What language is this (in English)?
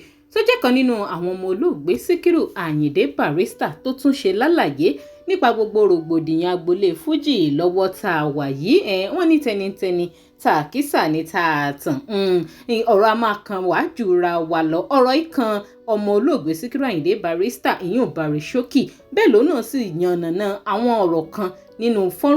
Yoruba